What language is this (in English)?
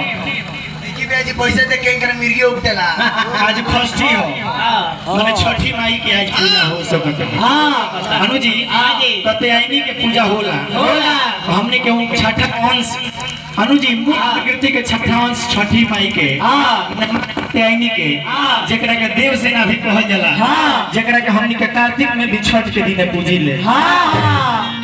Bhojpuri